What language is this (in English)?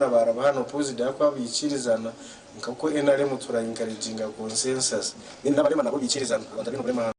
Nyankole